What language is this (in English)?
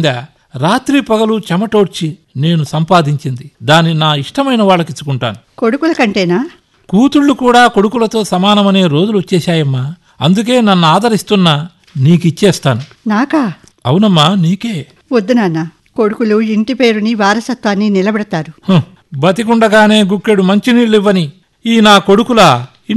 Telugu